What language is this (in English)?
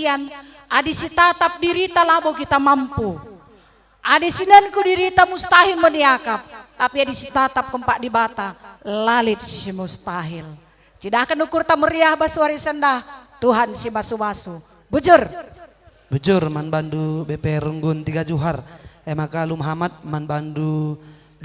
Batak Karo